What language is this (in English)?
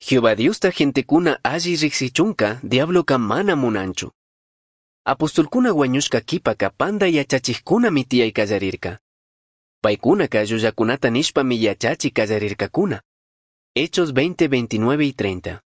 Chimborazo Highland Quichua